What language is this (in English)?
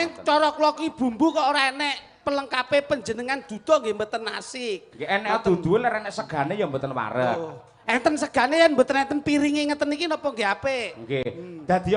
Javanese